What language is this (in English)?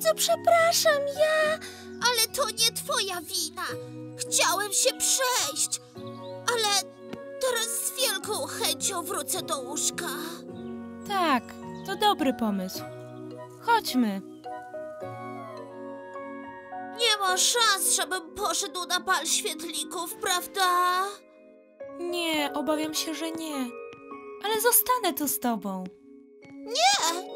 Polish